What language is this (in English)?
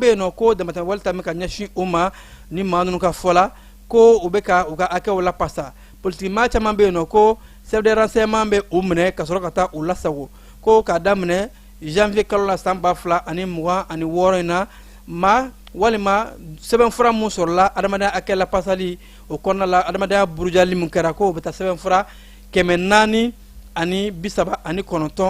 Bambara